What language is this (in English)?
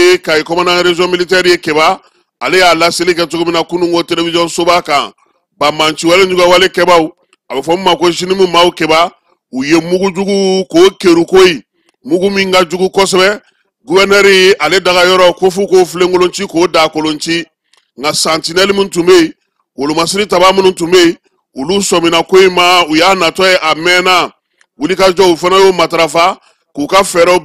Bambara